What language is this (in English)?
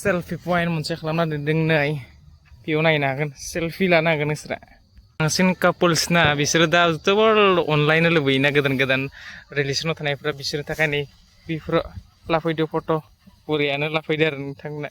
Bodo